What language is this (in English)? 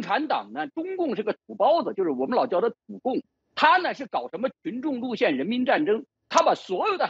Chinese